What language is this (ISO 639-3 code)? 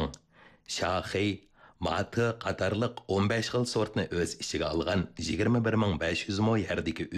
uig